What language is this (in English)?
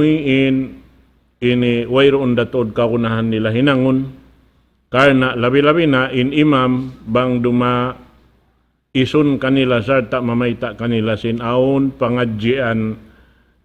Tausug